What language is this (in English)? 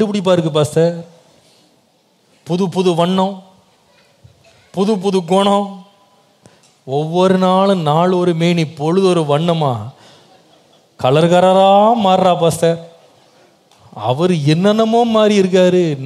Tamil